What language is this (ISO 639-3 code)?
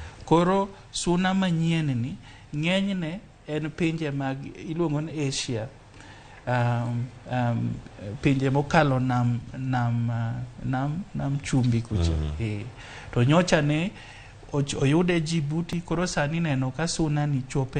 luo